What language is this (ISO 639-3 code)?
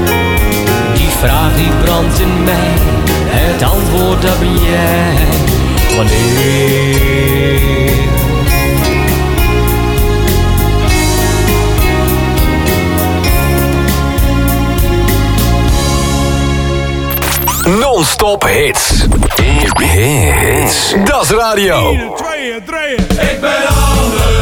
nld